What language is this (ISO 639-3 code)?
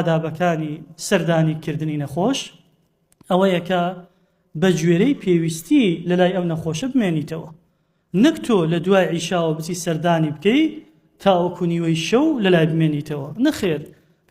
ckb